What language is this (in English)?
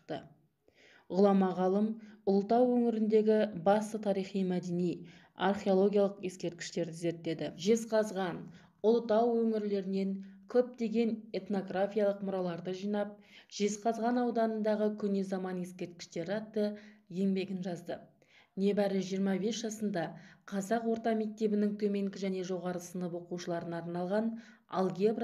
Kazakh